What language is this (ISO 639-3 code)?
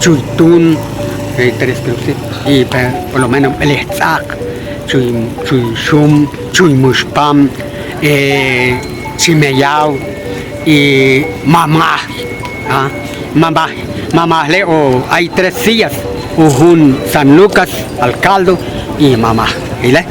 acr